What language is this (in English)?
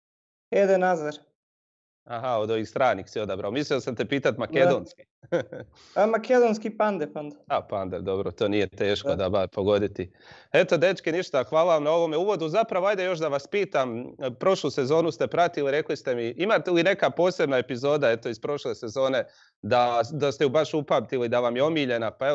Croatian